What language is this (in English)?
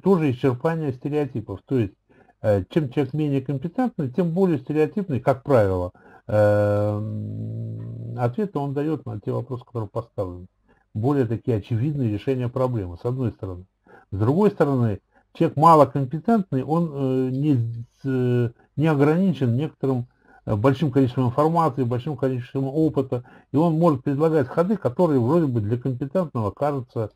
Russian